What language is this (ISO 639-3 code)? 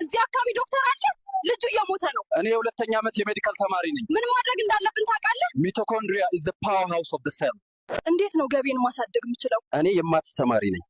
amh